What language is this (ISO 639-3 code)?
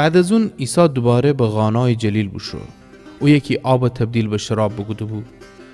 glk